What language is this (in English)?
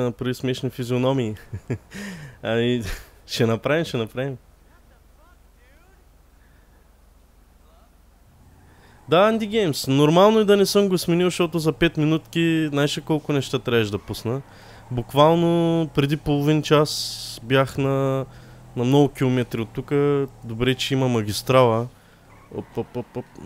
Bulgarian